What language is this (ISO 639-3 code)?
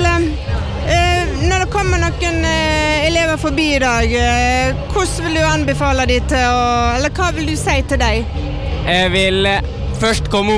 nor